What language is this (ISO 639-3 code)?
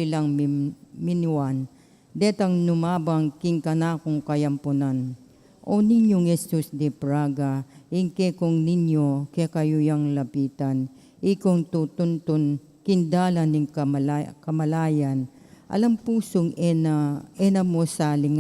pam